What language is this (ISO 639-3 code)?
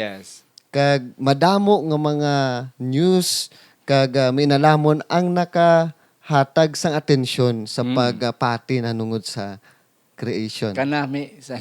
hil